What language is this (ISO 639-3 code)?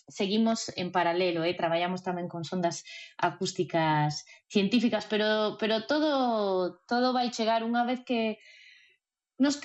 glg